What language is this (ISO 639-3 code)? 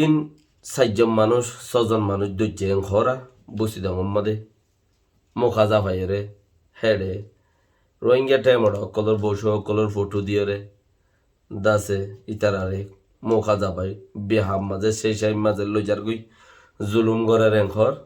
rhg